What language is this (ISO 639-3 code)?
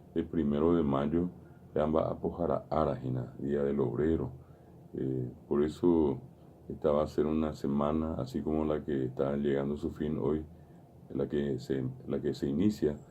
grn